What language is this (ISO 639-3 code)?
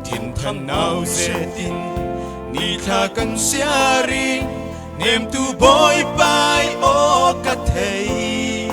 cfm